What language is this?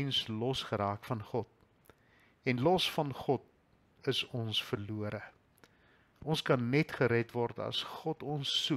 Afrikaans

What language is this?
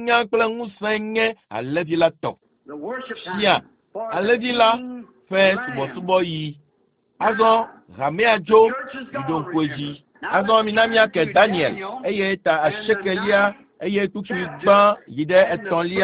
Ewe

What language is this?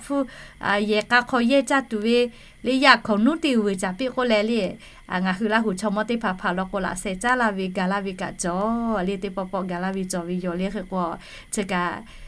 Lahu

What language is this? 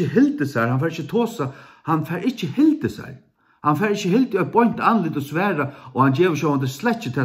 Faroese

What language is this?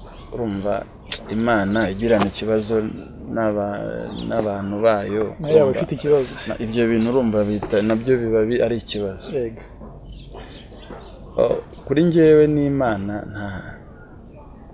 Kinyarwanda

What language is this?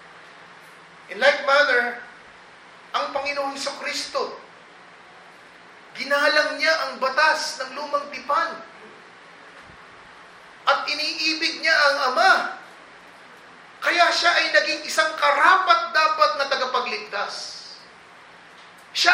Filipino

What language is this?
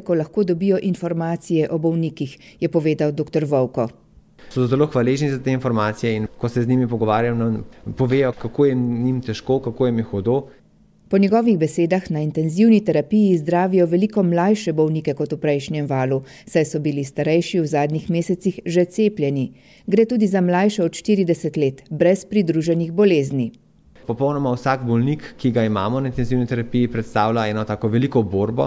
Slovenian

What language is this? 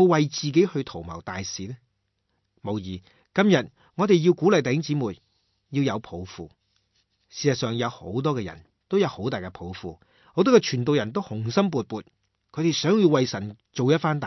Cantonese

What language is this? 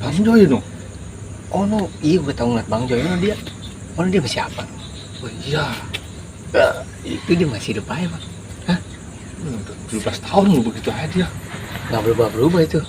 Betawi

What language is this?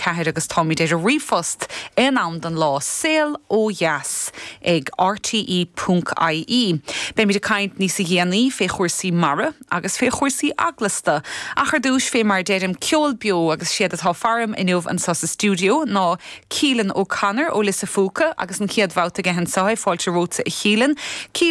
Irish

